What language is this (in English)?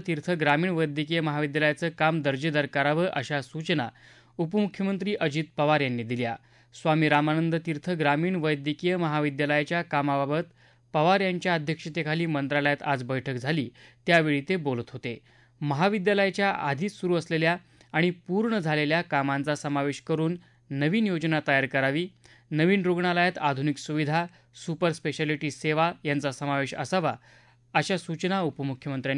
Marathi